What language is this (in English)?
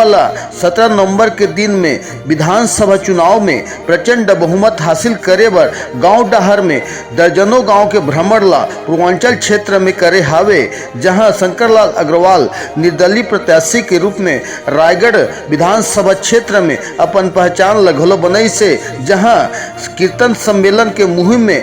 Chhattisgarhi